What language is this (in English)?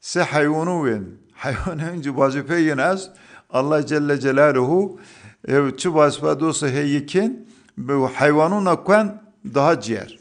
Zaza